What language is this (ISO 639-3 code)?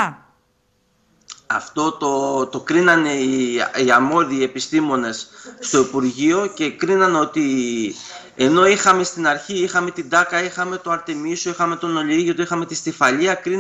ell